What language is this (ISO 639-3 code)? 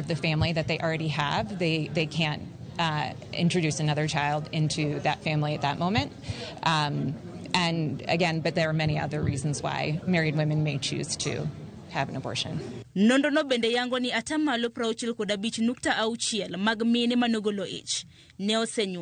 luo